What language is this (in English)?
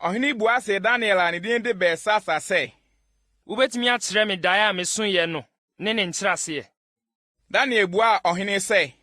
Akan